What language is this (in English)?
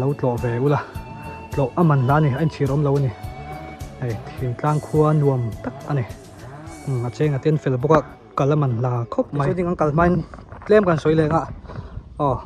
Mizo